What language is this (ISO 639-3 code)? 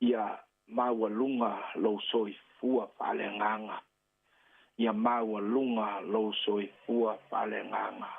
smo